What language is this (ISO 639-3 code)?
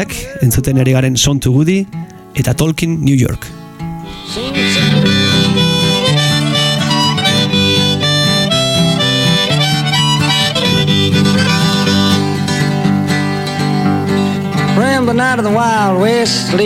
eus